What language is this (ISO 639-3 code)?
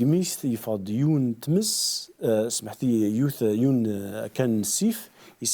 kab